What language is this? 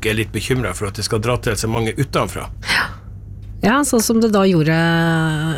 Norwegian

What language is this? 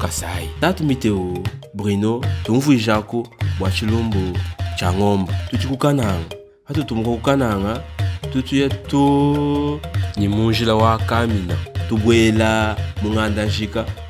Luba-Lulua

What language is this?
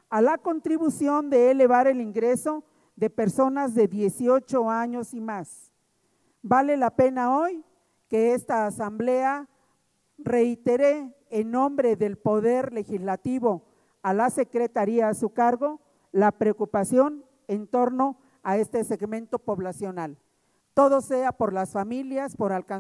Spanish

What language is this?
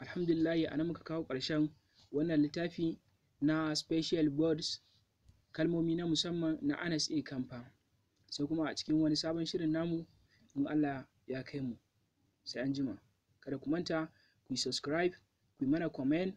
Hausa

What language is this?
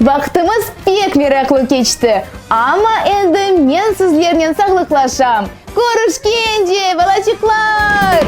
Crimean Tatar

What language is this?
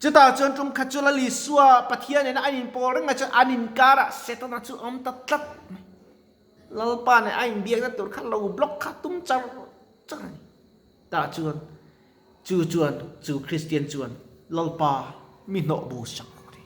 Mizo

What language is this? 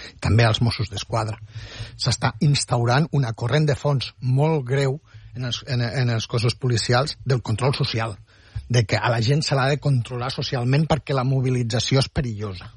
Catalan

